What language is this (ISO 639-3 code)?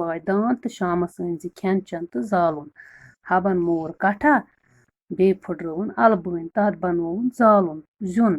kas